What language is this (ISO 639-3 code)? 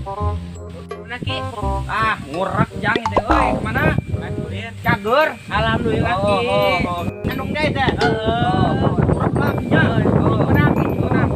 sun